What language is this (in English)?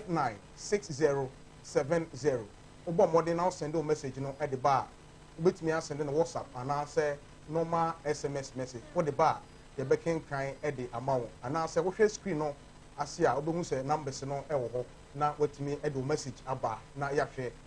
Akan